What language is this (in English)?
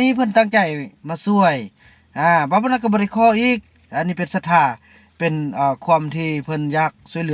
Lao